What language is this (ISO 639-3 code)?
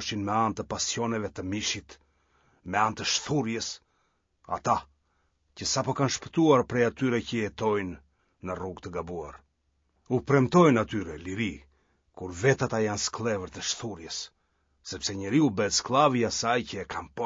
sqi